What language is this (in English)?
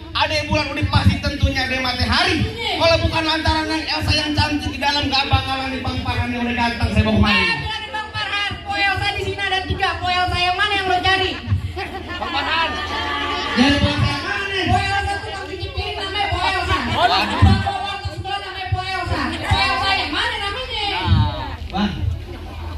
Betawi